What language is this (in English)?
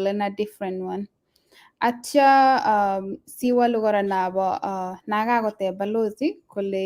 Kalenjin